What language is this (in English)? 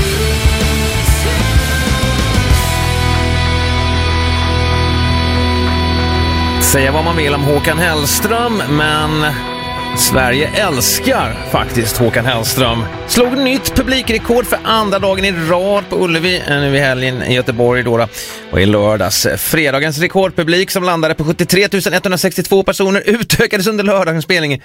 Swedish